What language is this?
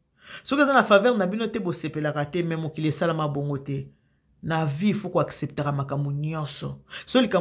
Lingala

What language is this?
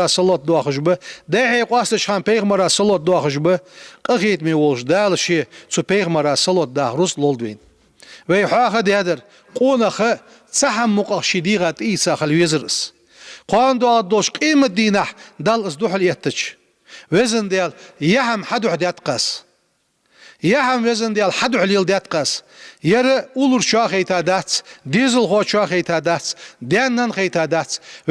Ingush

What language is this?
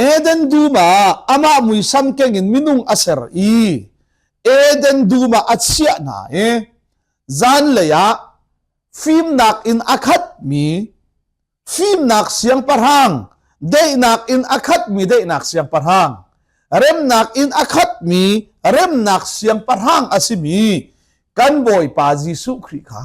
Hakha Chin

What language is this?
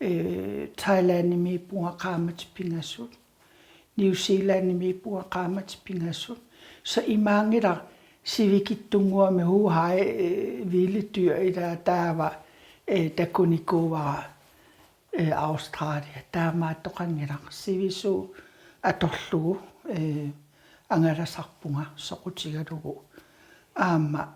Kalaallisut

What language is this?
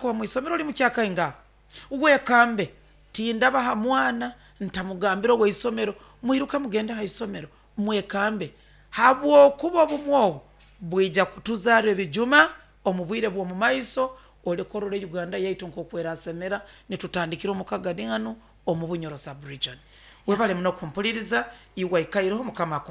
Nyoro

